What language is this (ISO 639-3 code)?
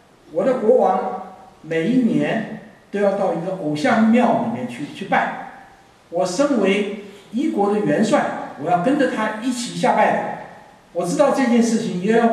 zho